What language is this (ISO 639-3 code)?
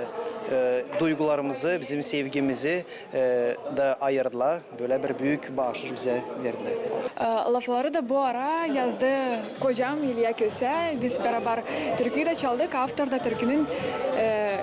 gag